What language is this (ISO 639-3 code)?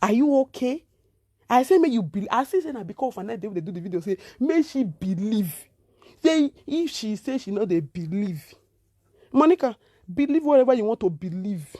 pcm